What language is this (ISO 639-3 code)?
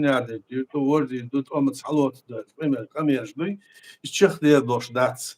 che